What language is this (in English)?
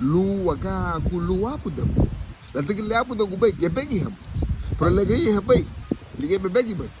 Garifuna